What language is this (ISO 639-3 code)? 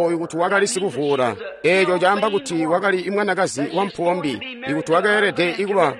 toi